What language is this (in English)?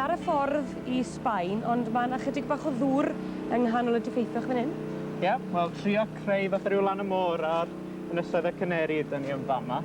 Welsh